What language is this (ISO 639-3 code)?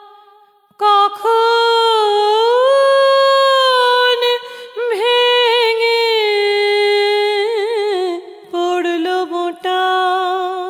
ben